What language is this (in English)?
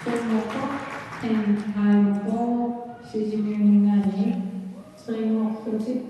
Kalaallisut